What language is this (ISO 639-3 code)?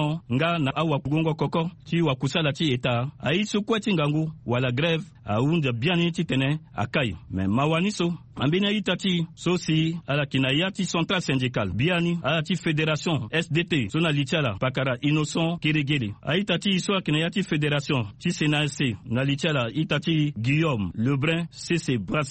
sag